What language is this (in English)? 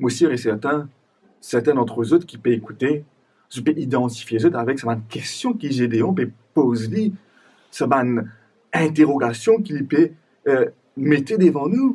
Morisyen